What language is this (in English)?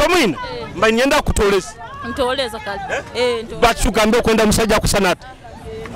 Nyoro